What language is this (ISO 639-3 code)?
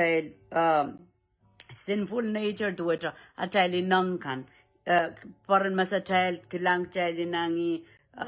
pon